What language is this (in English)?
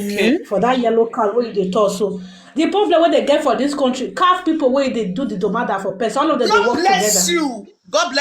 Nigerian Pidgin